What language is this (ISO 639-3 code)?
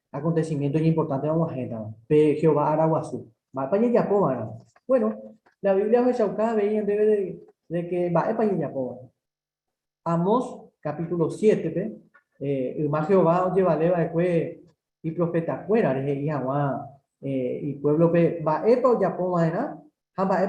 grn